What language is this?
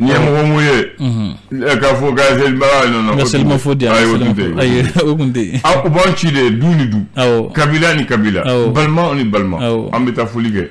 Bambara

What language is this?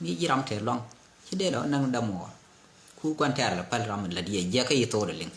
Nuer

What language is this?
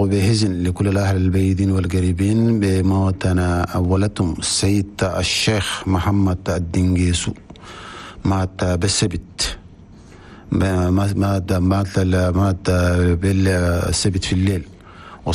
Chadian Arabic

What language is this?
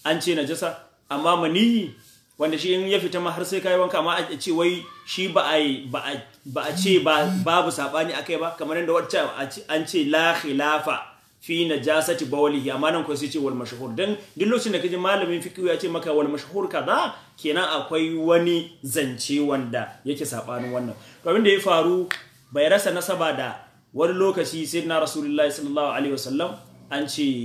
Hausa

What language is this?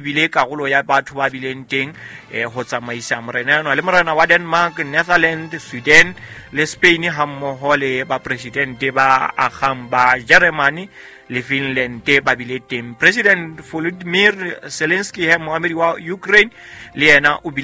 Southern Sotho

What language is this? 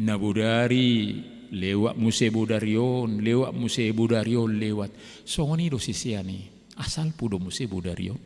Batak Toba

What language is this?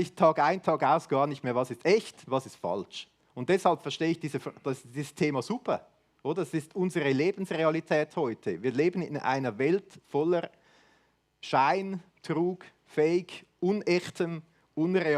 Swiss German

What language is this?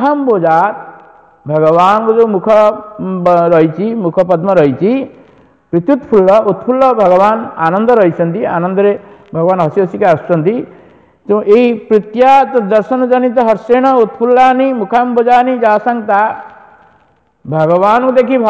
Odia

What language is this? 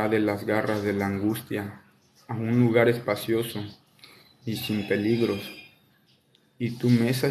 Spanish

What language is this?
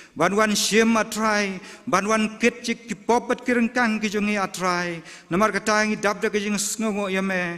Khasi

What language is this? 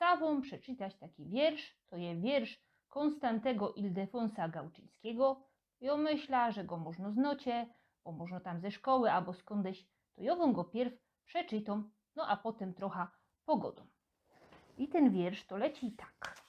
Silesian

